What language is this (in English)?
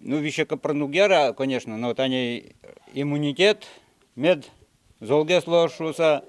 Udmurt